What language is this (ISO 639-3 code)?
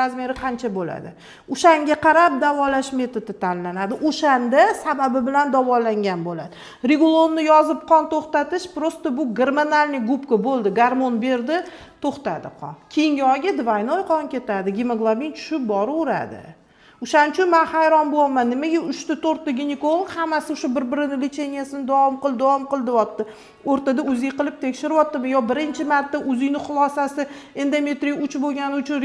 uzb